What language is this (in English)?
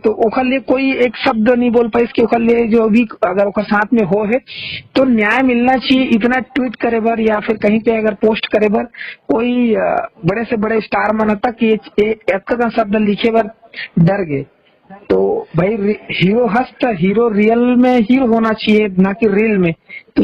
Chhattisgarhi